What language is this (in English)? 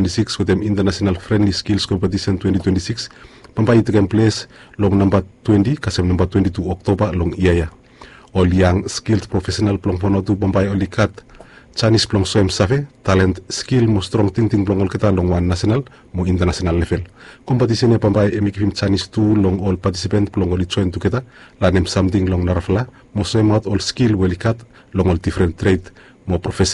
Bislama